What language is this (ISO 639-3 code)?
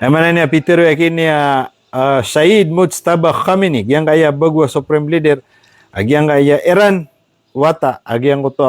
mrw